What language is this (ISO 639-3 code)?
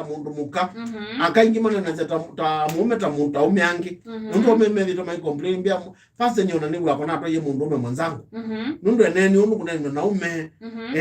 kam